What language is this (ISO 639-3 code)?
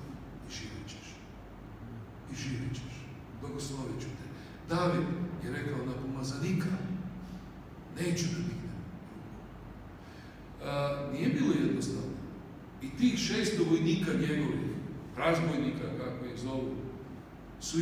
hrv